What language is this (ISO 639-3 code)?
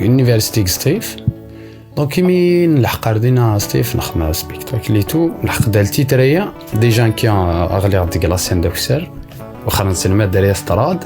kab